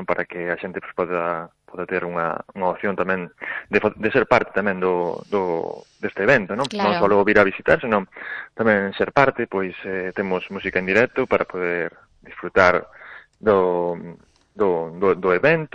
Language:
Galician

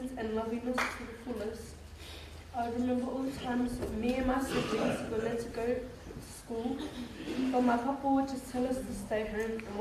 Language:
Samoan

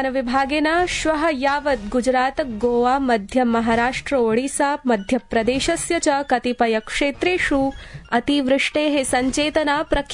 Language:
Sanskrit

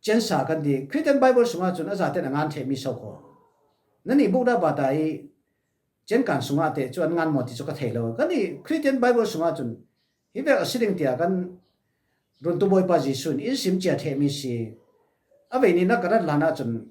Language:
Falam Chin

